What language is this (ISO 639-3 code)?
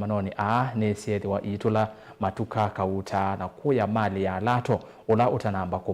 kam